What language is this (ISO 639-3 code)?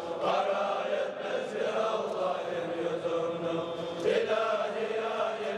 kum